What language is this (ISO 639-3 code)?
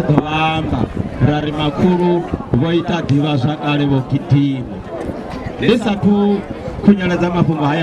ven